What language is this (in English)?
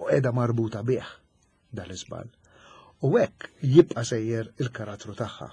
Maltese